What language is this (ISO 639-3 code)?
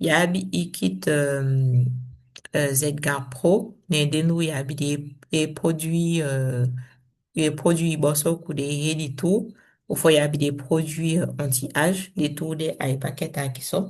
srm